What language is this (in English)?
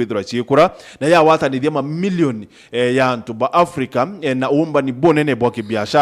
Meru